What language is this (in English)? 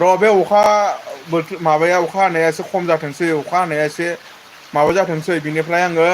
Bodo